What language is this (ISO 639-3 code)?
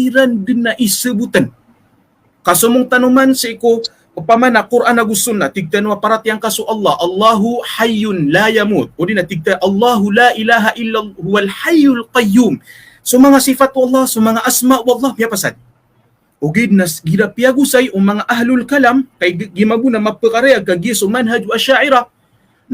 mrw